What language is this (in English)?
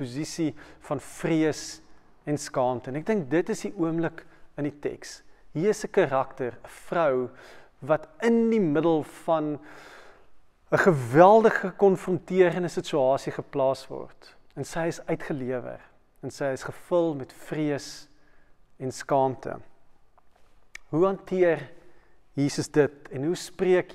Afrikaans